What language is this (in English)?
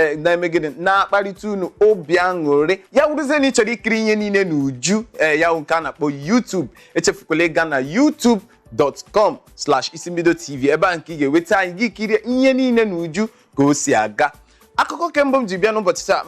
Igbo